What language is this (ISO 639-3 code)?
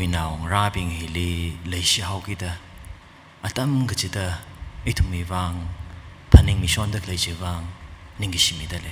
nmf